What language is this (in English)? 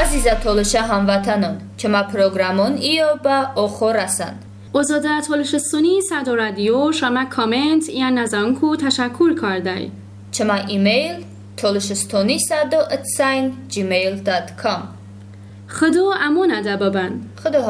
Talysh